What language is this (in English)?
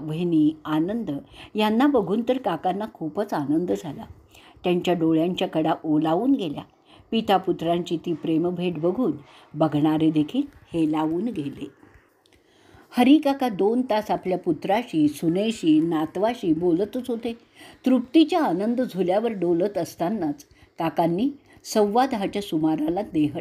Marathi